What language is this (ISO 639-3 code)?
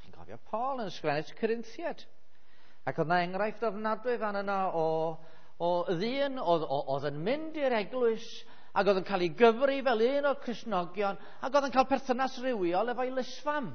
cym